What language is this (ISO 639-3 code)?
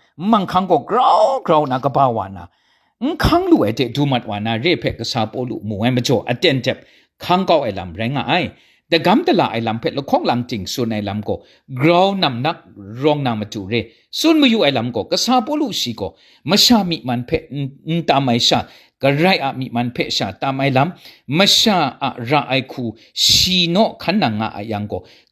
kac